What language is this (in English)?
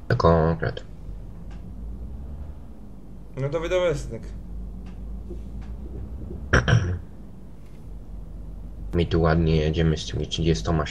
Polish